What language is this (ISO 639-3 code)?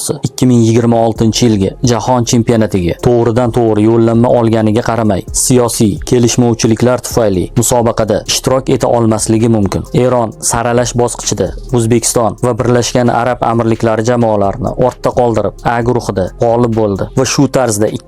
uzb